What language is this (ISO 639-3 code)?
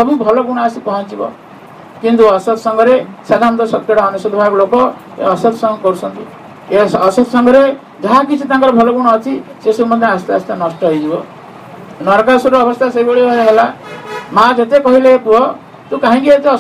ori